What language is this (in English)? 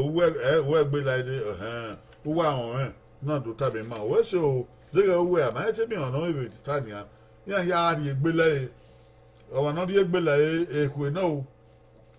Bini